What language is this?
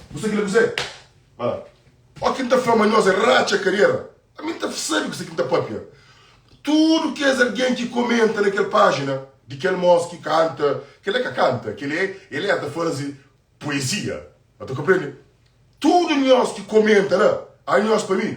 Kabuverdianu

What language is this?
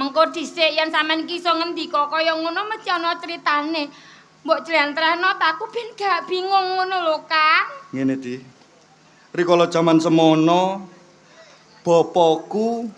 Javanese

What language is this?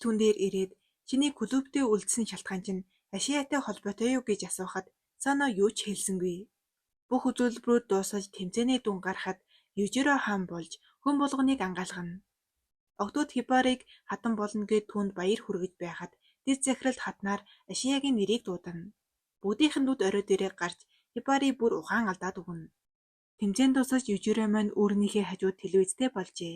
Mongolian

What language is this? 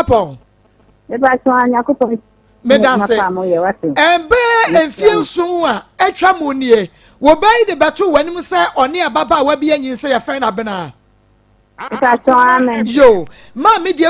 Akan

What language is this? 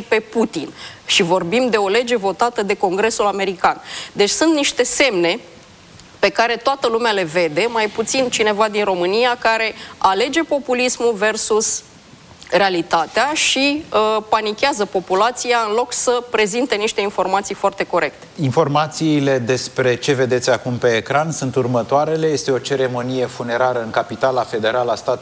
Romanian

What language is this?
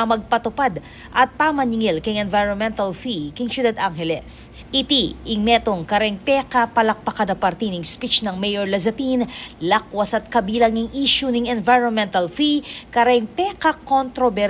Pampanga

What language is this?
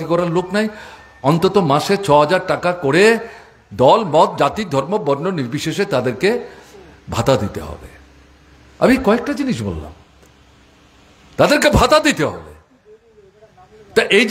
Bangla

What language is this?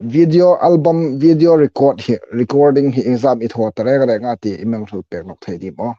Hmar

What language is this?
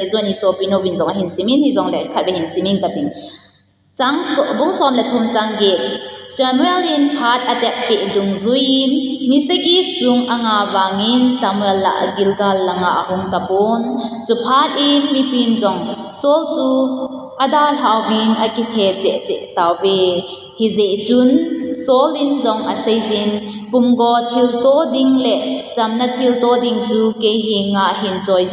Thado Chin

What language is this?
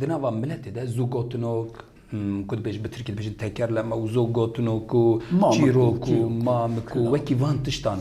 Kurdish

